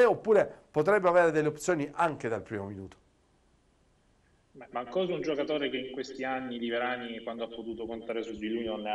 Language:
Italian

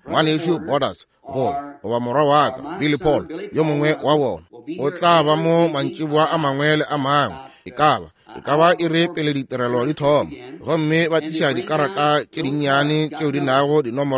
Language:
Northern Sotho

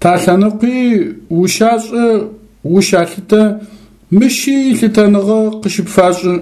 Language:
Adyghe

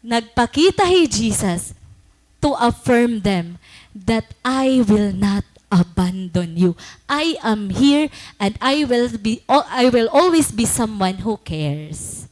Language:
Waray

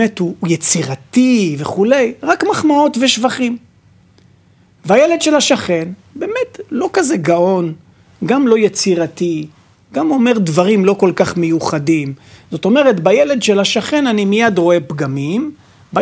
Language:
Hebrew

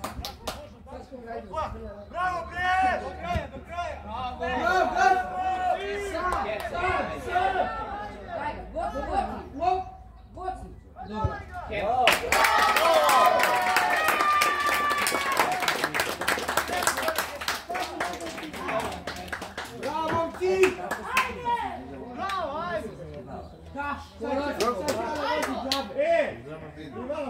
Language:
Serbian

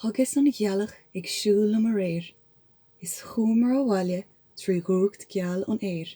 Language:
Irish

